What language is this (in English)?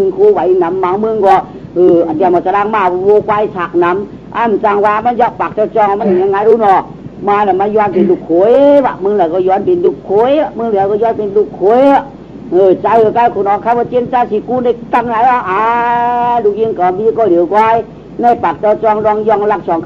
Shan